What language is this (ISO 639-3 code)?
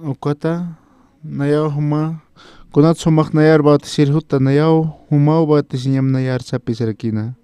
aym